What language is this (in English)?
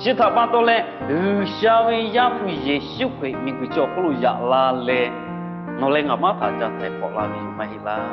Lahu